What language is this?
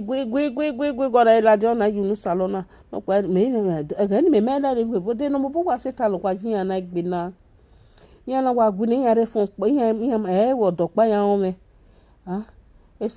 Nigerian Pidgin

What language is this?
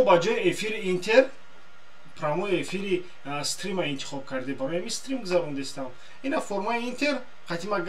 Tajik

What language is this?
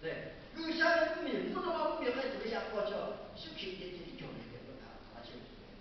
Lahu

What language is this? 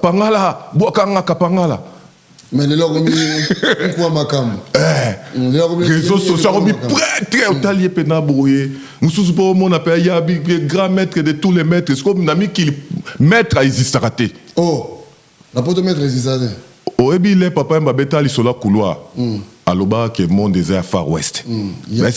Lingala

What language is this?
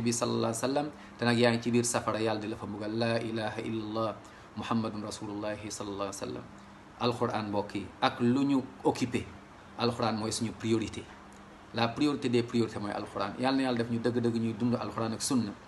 Wolof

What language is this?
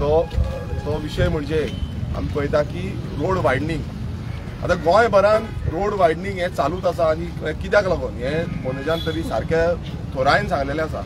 Konkani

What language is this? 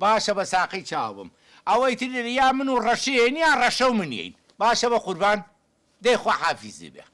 Central Kurdish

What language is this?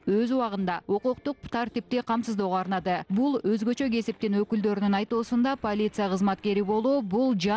Kyrgyz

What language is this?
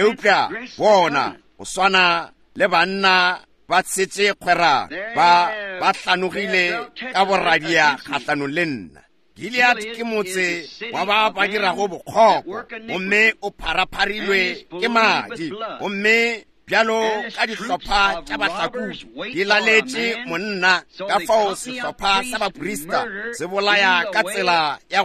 Northern Sotho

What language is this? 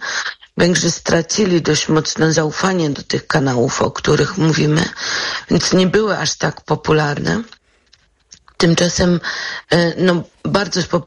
Polish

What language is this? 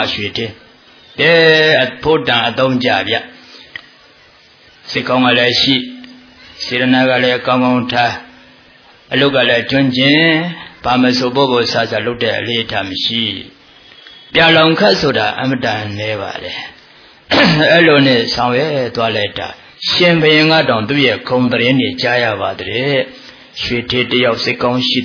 Burmese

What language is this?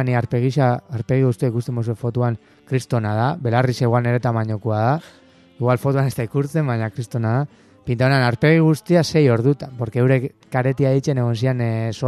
Basque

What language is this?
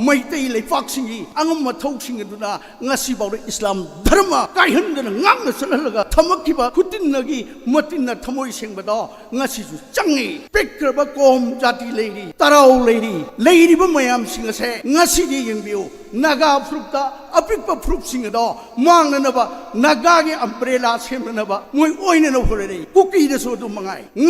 Manipuri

